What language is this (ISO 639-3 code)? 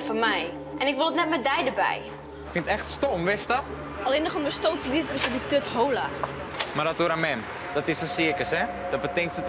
fry